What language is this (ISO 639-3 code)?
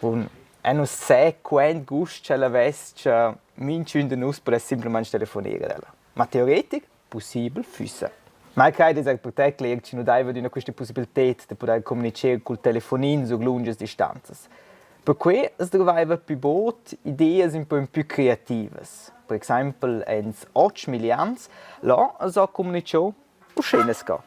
roh